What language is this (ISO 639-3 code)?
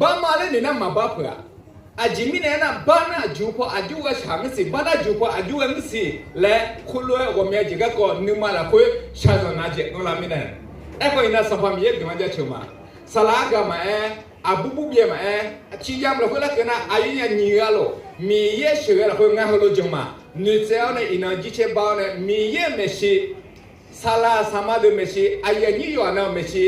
ahk